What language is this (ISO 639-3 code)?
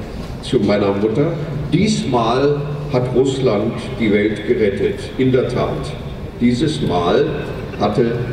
deu